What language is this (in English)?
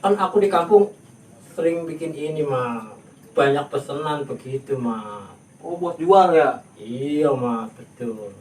Betawi